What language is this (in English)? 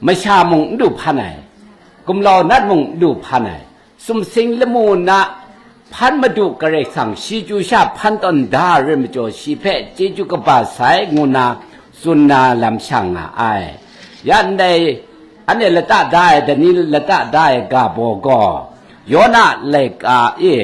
Kachin